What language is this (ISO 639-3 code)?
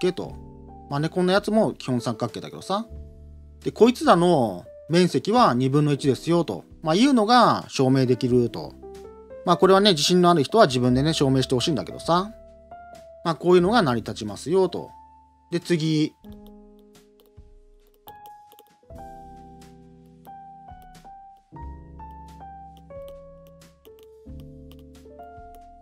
jpn